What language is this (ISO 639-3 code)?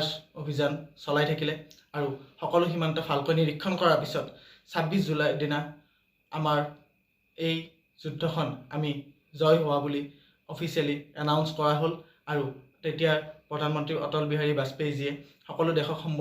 asm